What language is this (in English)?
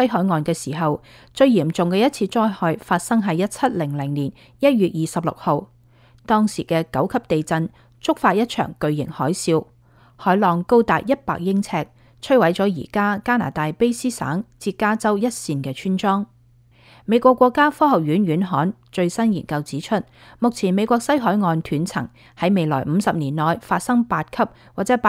Cantonese